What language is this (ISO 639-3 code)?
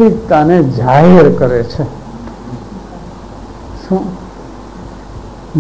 guj